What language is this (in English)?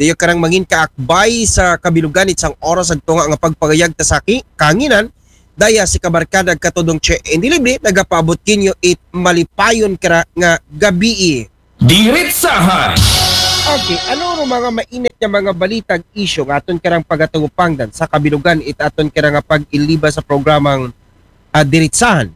Aklanon